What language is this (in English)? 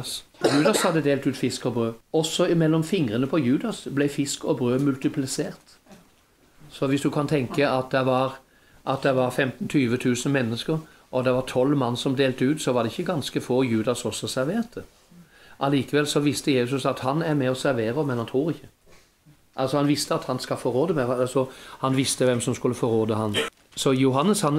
Norwegian